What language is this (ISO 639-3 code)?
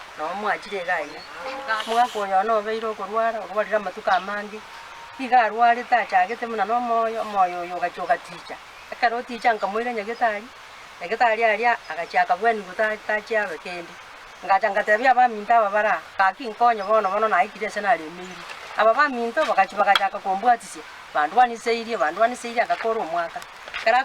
guz